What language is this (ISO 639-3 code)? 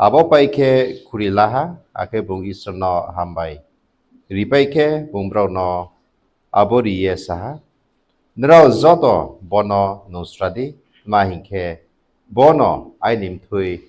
ria